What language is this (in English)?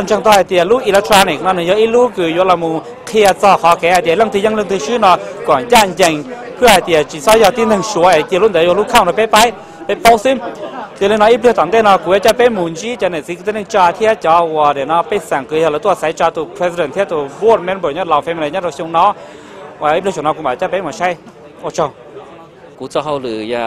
Hmong